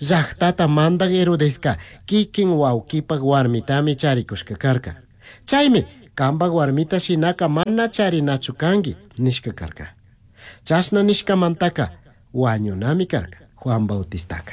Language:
Chimborazo Highland Quichua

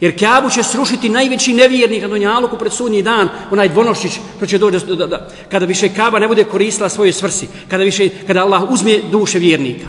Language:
Bosnian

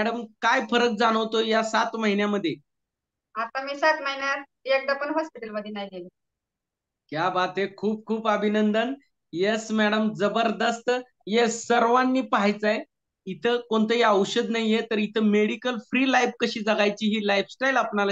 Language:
Marathi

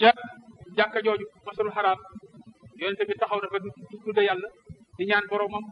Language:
Wolof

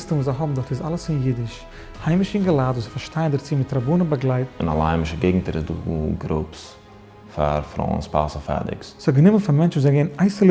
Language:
Yiddish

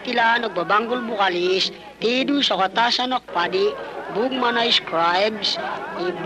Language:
Filipino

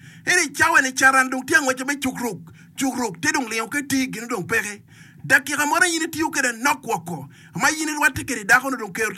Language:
Acoli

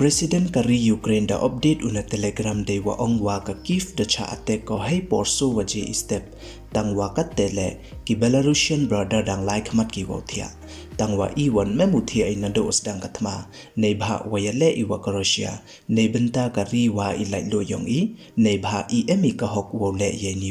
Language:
Pnar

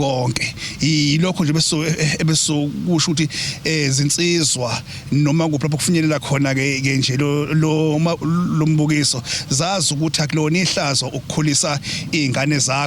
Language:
Zulu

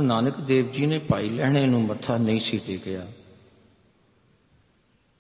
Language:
Punjabi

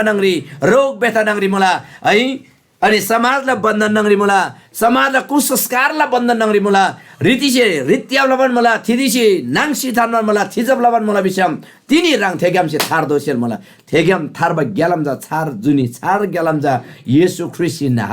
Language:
Eastern Tamang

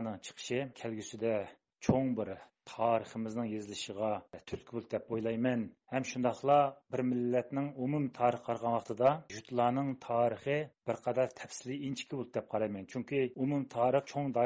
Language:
Uyghur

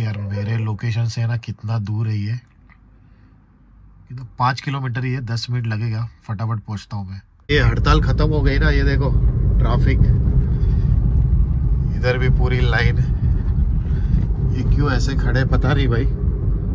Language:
Hindi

